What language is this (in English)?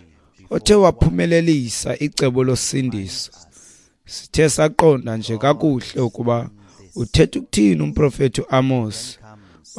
Xhosa